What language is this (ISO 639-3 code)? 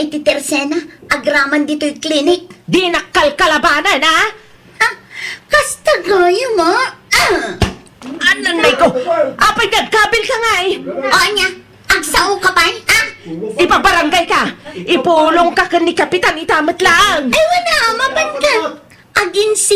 ilo